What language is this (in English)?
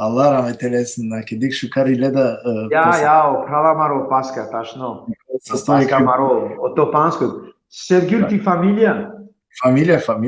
Balkan Romani